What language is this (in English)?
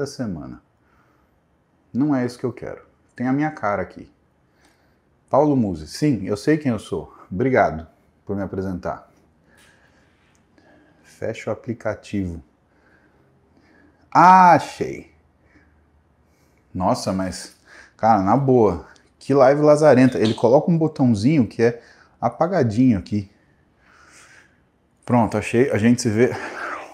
Portuguese